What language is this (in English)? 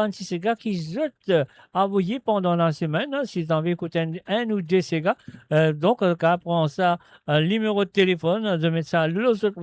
Morisyen